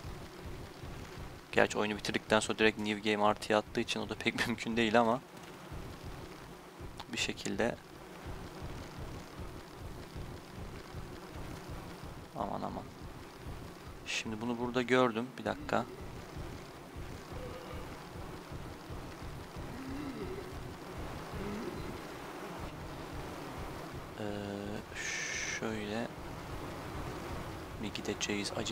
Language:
Turkish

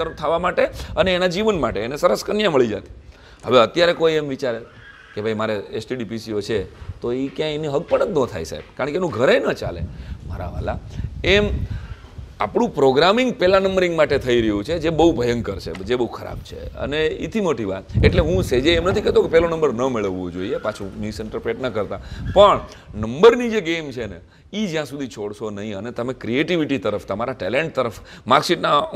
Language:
Gujarati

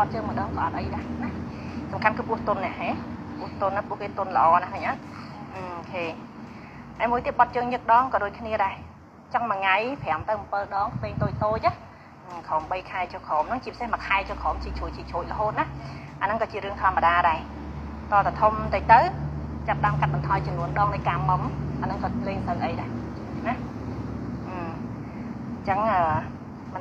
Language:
Khmer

